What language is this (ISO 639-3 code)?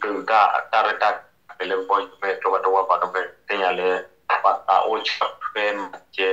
ksw